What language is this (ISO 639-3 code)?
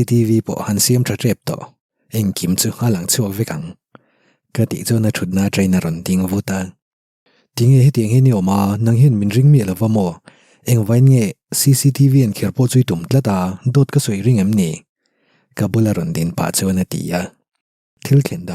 lus